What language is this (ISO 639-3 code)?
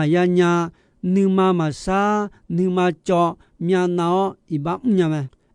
ahk